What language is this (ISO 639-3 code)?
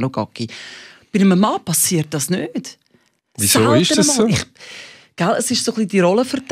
gsw